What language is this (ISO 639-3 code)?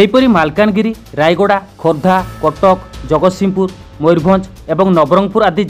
ori